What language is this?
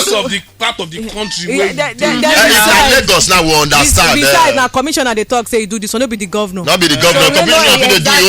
Nigerian Pidgin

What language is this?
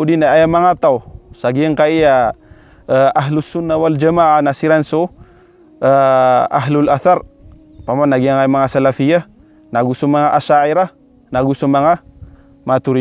Maranao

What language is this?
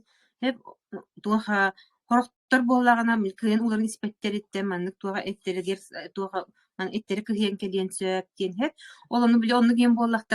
Yakut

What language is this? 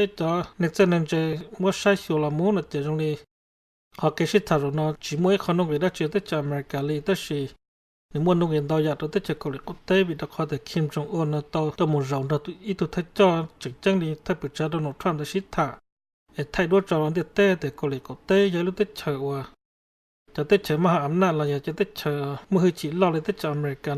Hmong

